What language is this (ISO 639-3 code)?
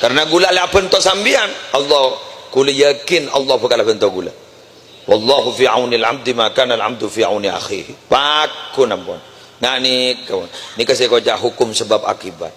mad